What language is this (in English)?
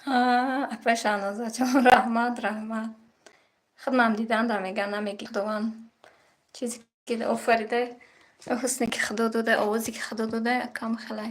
Tajik